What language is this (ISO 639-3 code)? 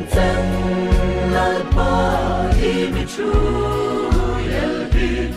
hmr